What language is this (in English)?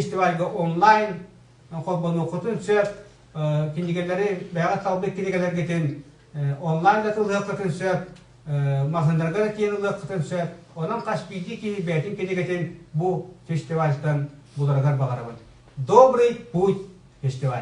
Yakut